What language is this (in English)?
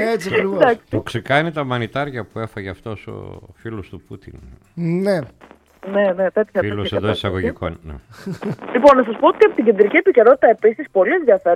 Greek